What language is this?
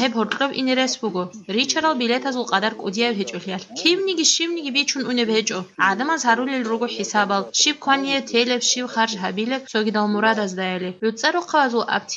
Avaric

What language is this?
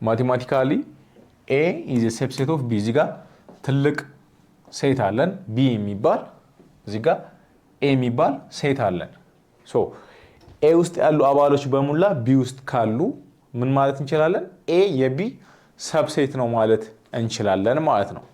Amharic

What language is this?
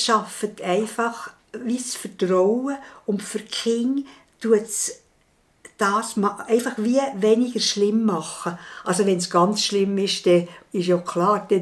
Swiss German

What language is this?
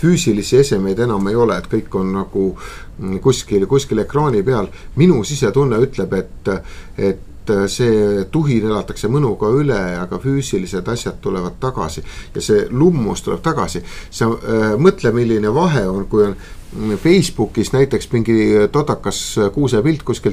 Estonian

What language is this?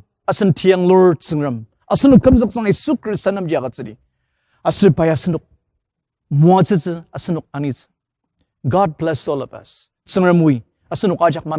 Ao Naga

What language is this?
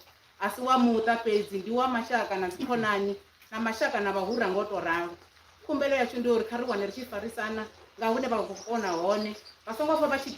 Venda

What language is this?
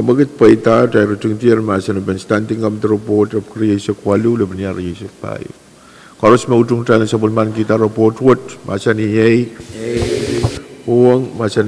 Pohnpeian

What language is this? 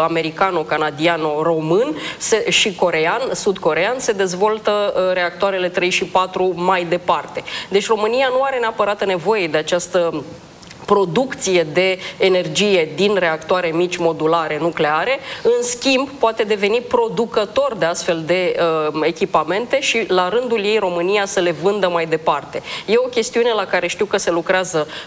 Romanian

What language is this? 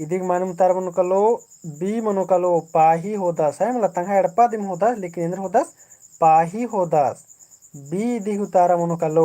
Kurukh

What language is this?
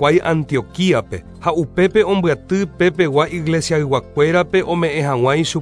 Guarani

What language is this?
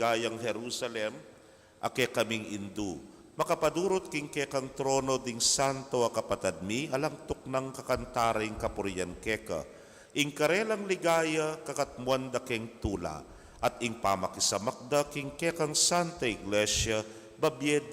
Pampanga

